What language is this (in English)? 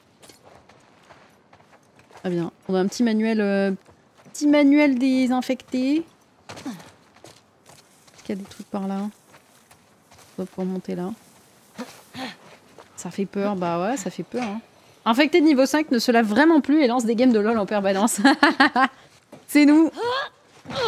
French